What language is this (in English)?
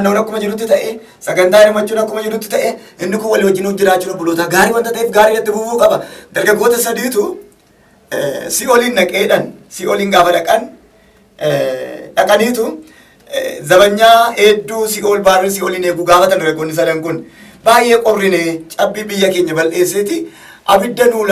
Oromo